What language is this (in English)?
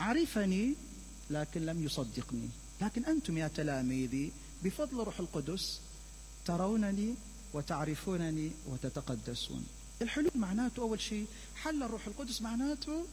Mesopotamian Arabic